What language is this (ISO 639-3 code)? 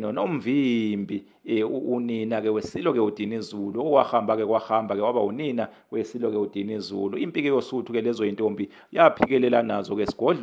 zul